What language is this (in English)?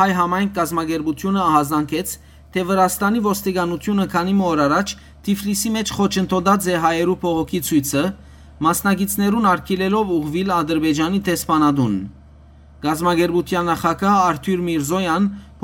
Western Armenian